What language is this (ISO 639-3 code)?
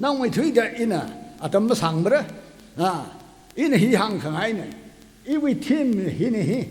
nmf